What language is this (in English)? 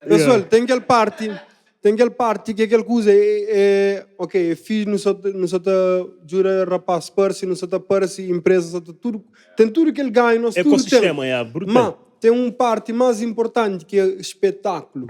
Kabuverdianu